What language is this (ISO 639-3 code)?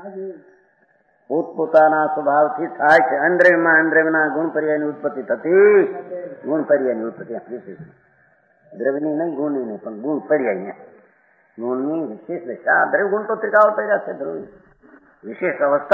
guj